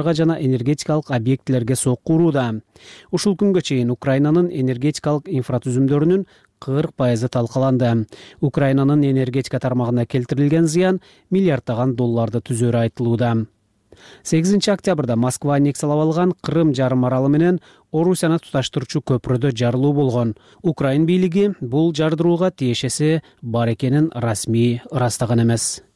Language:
Kyrgyz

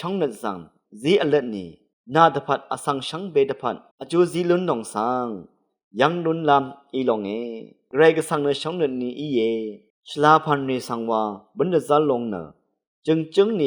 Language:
Rawang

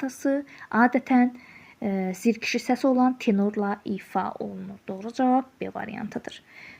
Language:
Azerbaijani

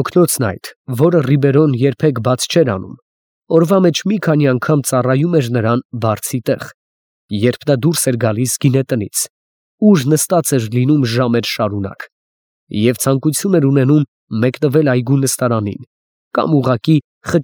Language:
Armenian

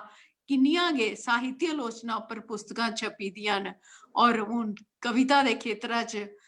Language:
Dogri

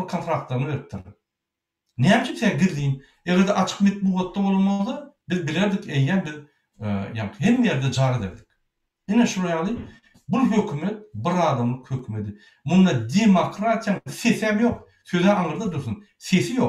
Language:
Turkmen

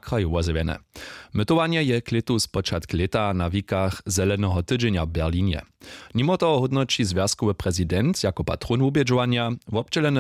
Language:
Upper Sorbian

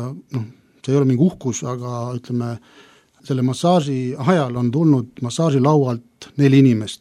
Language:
Estonian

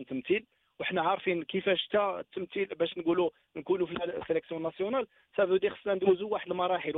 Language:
Moroccan Arabic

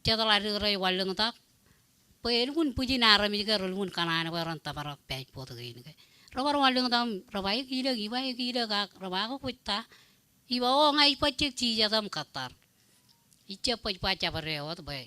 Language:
Marshallese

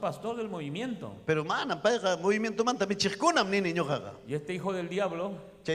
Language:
Ayacucho Quechua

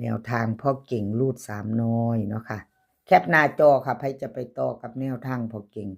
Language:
Northeastern Thai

